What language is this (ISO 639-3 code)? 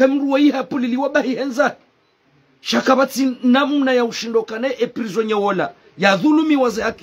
zdj